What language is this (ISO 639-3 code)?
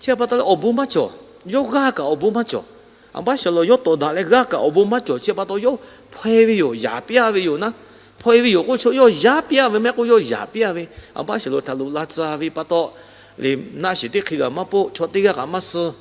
lhu